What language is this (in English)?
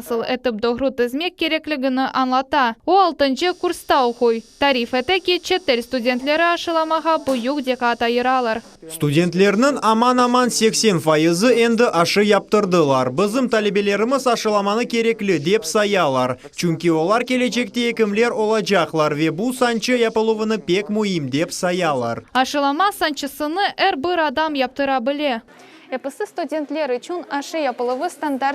Crimean Tatar